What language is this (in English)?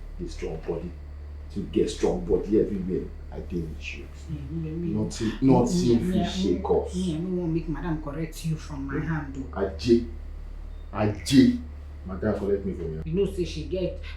Nigerian Pidgin